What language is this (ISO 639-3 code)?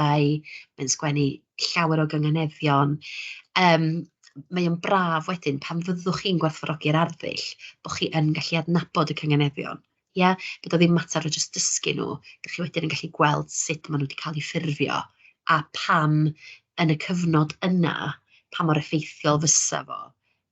cym